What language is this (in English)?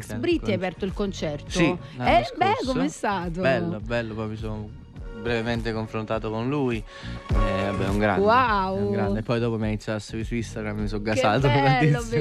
Italian